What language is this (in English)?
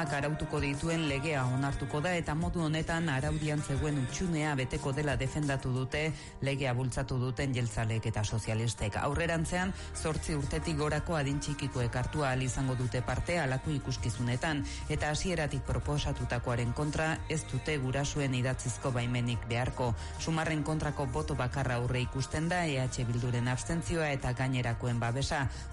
Basque